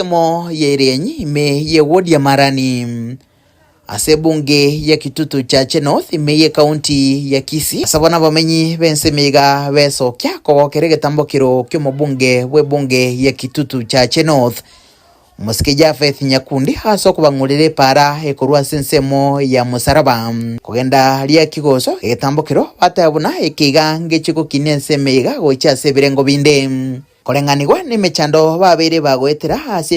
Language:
Gusii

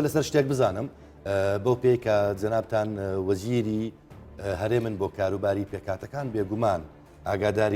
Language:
Central Kurdish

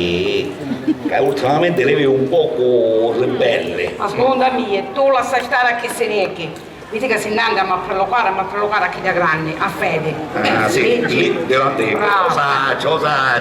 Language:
Sicilian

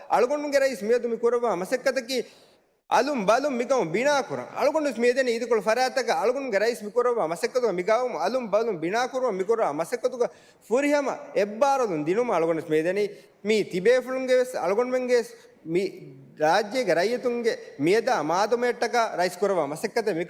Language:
Divehi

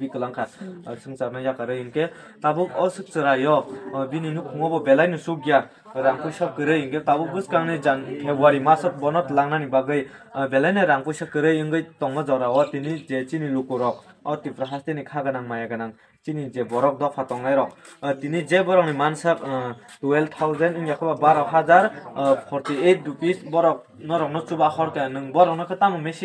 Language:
Kok Borok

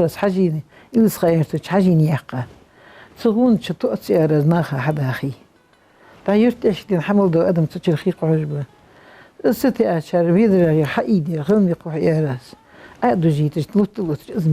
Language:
Ingush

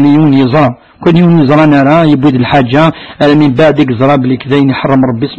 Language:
Kabyle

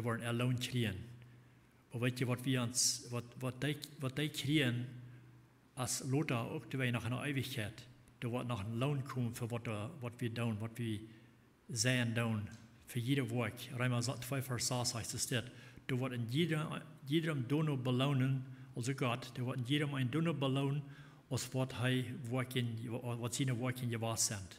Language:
Plautdietsch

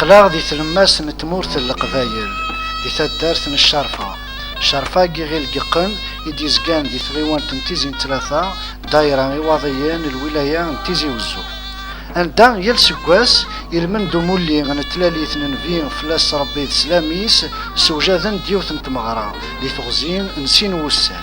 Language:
Kabyle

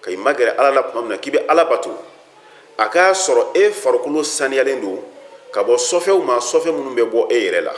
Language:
Bambara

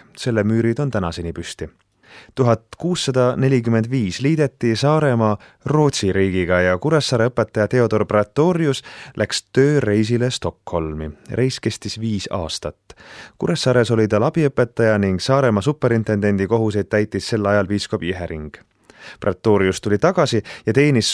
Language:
Estonian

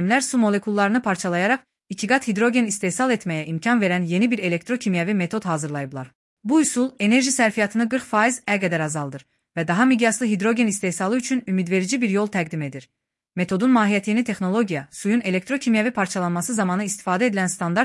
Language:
Azerbaijani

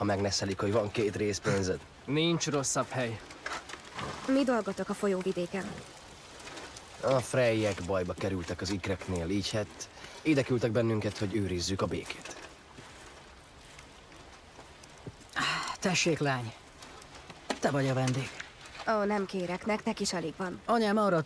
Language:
Hungarian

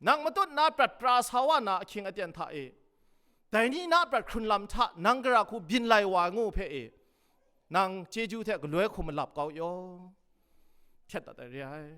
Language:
Kachin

